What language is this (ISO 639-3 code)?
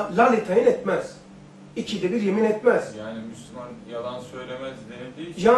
tur